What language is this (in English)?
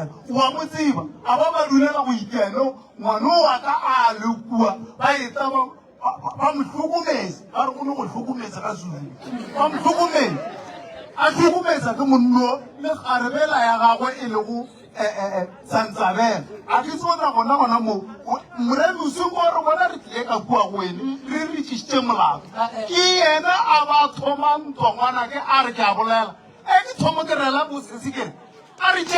Northern Sotho